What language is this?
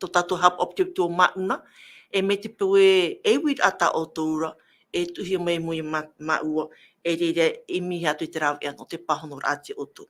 Tahitian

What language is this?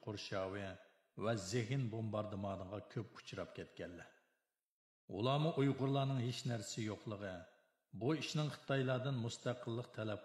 Uyghur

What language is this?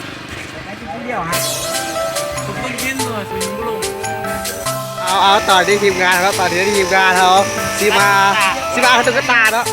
Lao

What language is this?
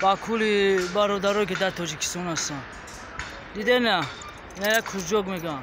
Tajik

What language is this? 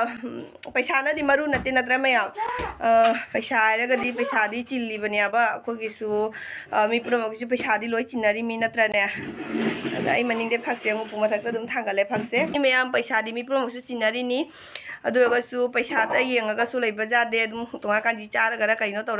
Manipuri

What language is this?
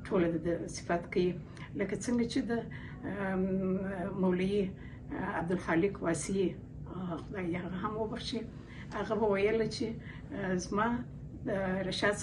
Pashto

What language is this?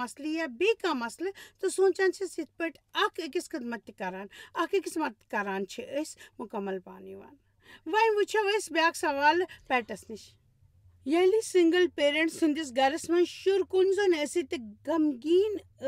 Kashmiri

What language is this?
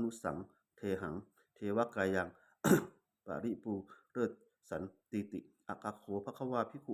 Pali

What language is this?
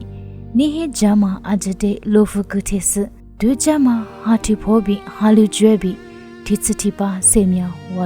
Lisu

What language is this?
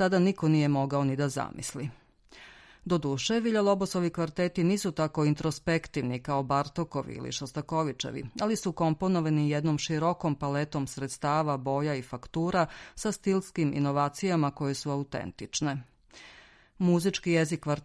Serbian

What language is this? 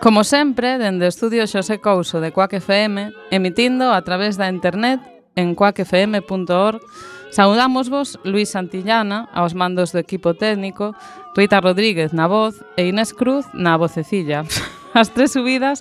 Galician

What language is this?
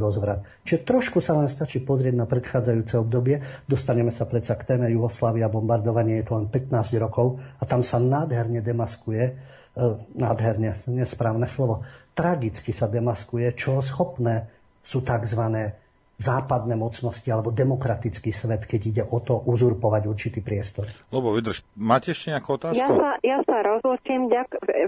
Slovak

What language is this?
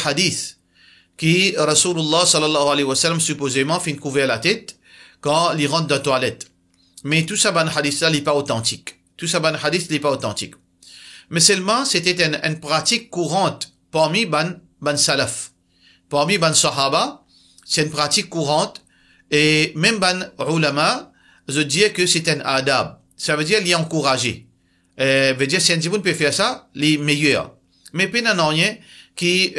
Morisyen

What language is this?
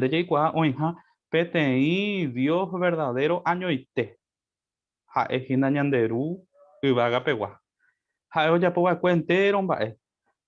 Guarani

